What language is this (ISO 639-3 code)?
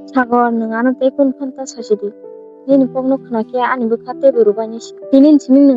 trp